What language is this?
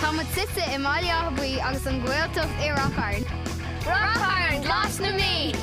Irish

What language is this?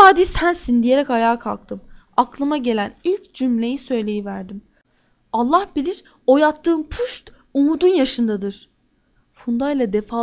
Turkish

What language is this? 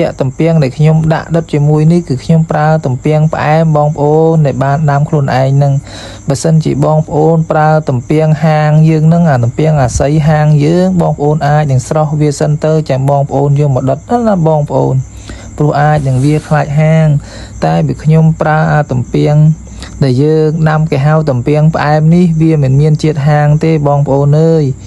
Khmer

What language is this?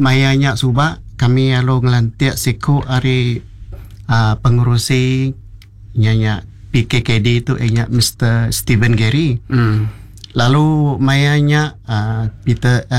Iban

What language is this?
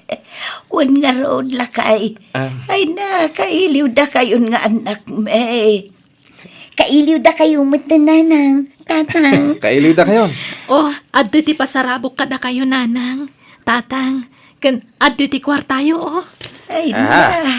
Iloko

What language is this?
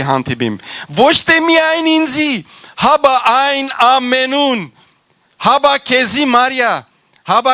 Western Armenian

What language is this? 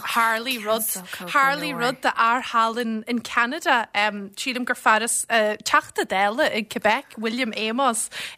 Irish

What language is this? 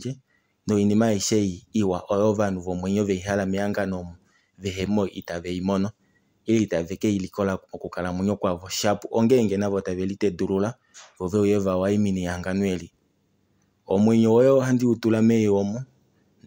Kuanyama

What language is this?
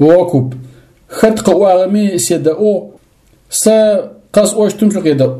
Adyghe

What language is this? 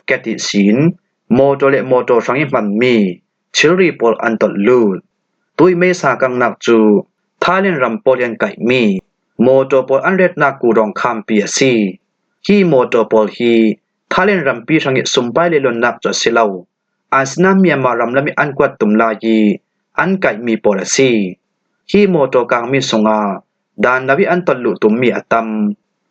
Falam Chin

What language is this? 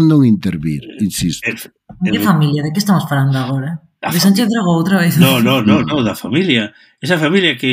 Galician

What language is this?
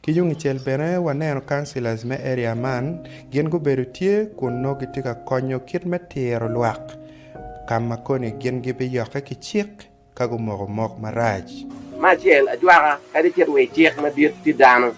Acoli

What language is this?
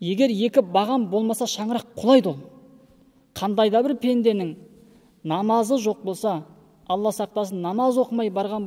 Kazakh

